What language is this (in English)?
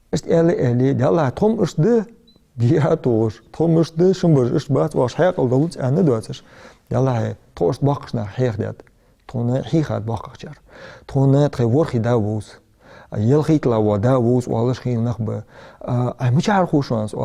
Ingush